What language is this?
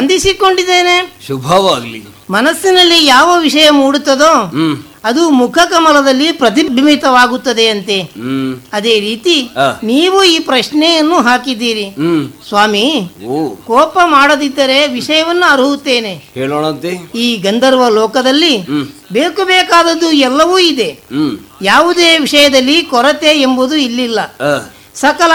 Kannada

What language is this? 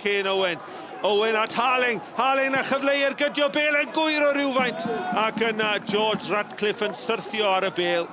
Welsh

